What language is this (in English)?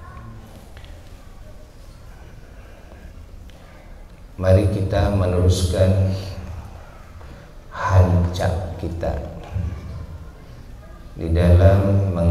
Indonesian